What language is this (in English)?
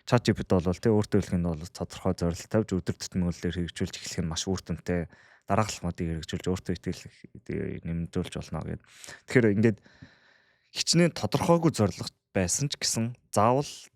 Mongolian